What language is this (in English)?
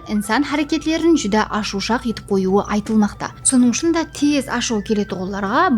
Kara-Kalpak